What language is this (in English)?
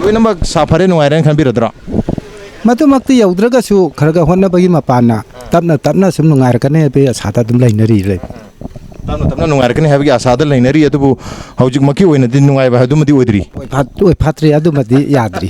Manipuri